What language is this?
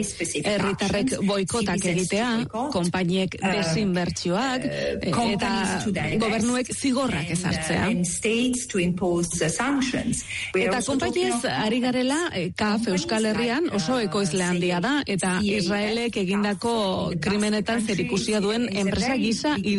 Basque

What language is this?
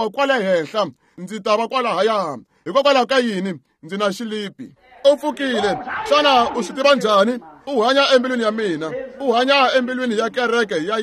Tsonga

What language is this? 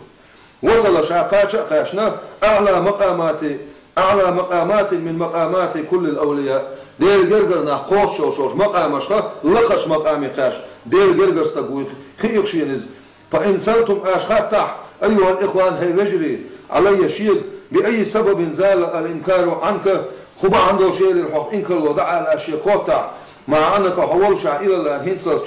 Chechen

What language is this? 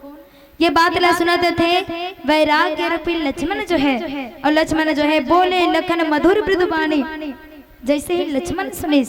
Chhattisgarhi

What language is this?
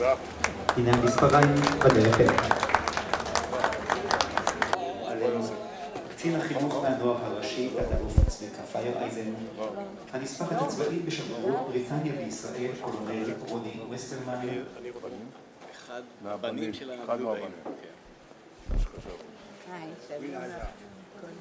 Hebrew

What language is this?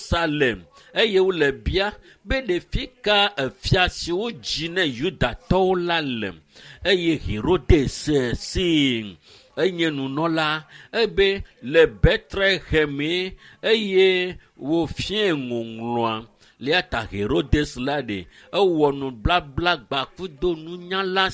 Ewe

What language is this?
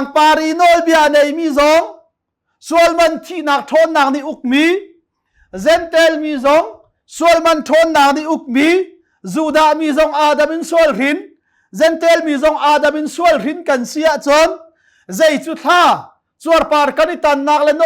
Hakha Chin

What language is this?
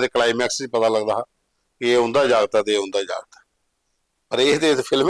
Dogri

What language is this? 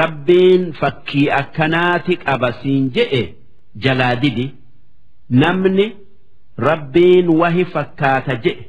Oromo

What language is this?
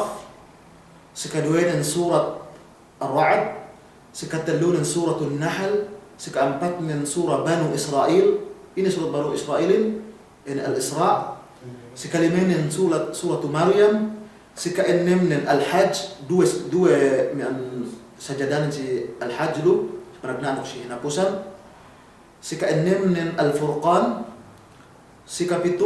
Yakan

